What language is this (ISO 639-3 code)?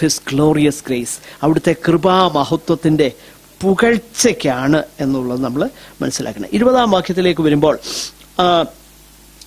mal